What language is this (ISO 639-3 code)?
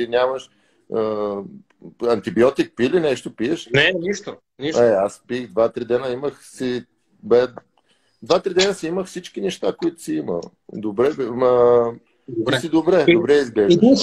bul